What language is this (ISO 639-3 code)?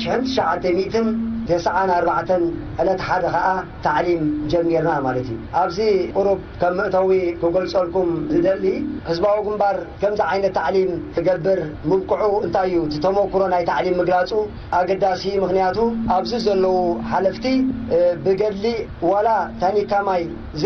tir